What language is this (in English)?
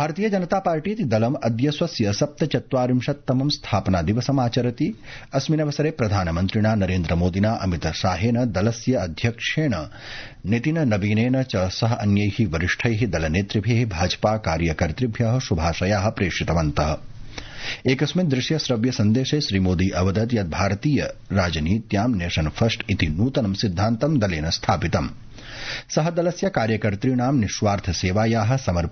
Sanskrit